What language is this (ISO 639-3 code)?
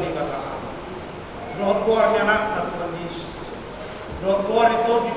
bbc